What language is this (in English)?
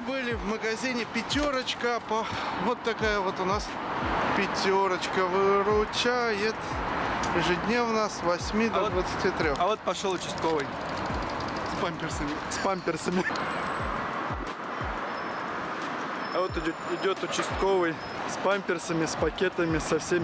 Russian